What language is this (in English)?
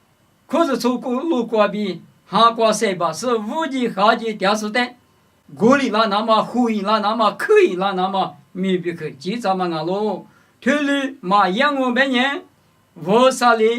Lisu